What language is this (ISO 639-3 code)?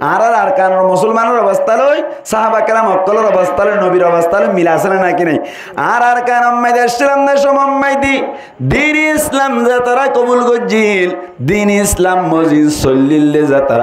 rhg